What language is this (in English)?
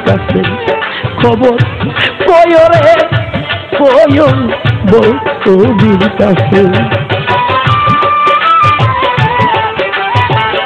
Bangla